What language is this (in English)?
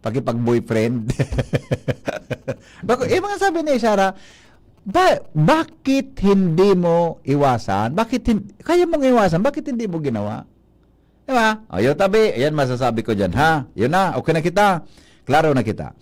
Bikol